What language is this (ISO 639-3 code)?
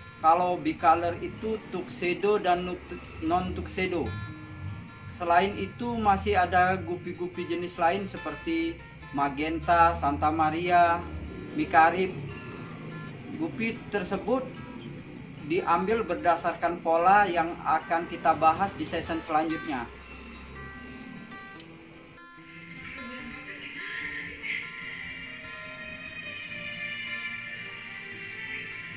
ind